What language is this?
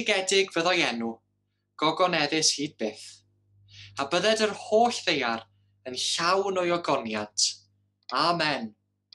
Welsh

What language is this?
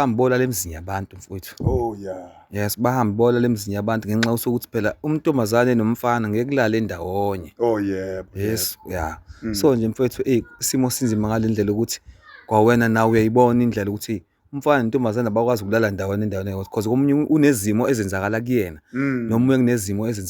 Zulu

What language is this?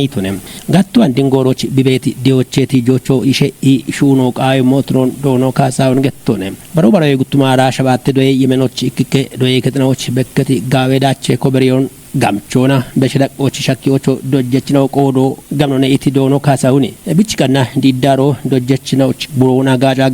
Kafa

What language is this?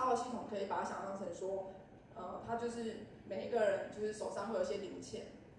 Chinese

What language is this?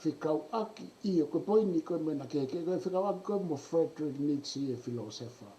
Tongan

